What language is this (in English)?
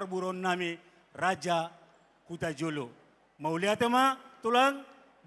Batak Toba